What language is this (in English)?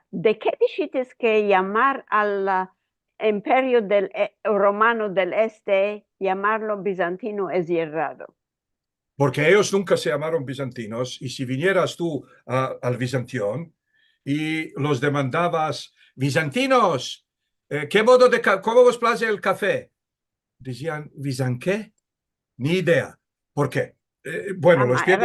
Ladino